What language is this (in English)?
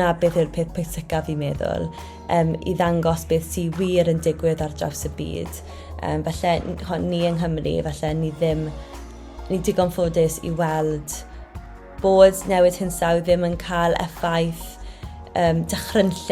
Welsh